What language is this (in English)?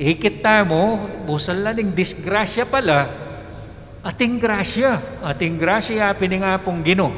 Pampanga